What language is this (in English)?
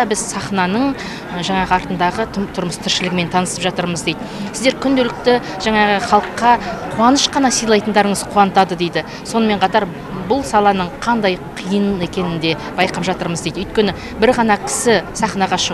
Kazakh